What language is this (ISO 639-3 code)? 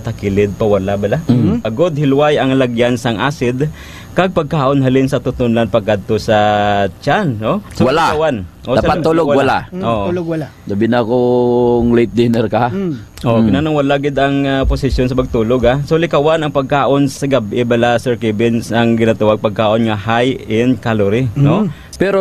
hil